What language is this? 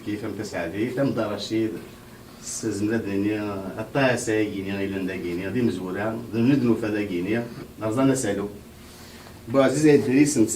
Kabyle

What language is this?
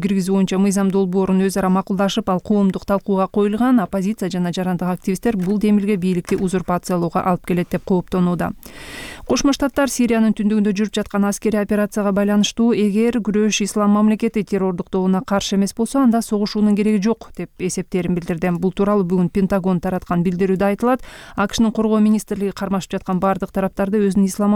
Kyrgyz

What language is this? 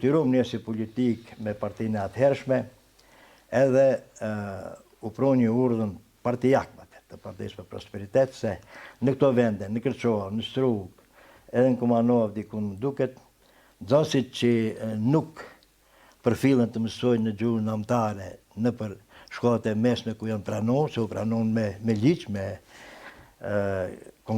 Albanian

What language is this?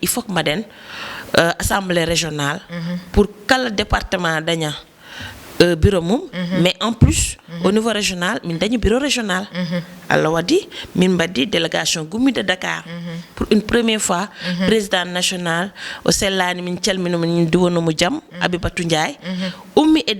Fula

